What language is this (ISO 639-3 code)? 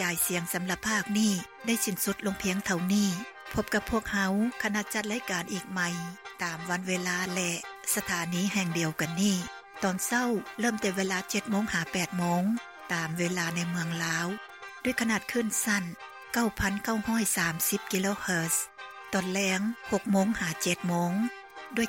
lao